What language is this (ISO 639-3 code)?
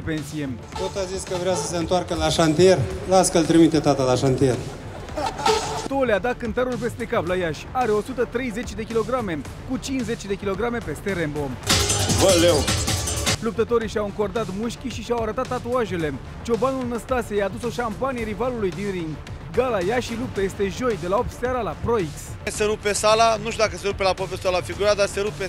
ron